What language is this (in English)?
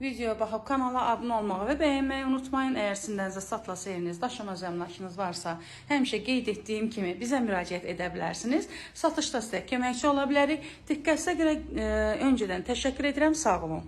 Azerbaijani